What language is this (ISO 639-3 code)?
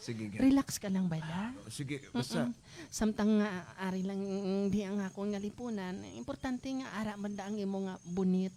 hil